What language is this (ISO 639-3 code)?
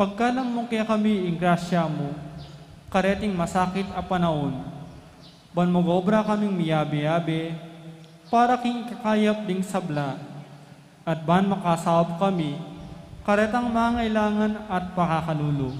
pam